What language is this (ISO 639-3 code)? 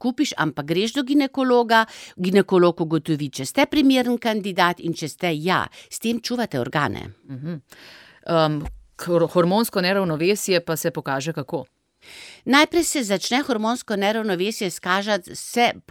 slv